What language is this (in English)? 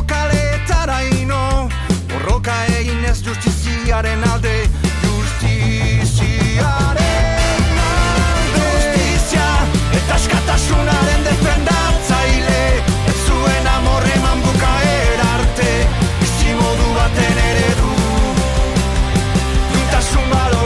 Basque